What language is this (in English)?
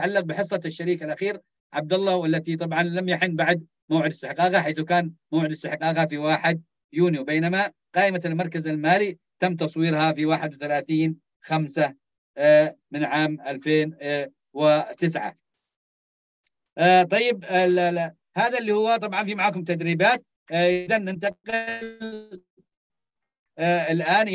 Arabic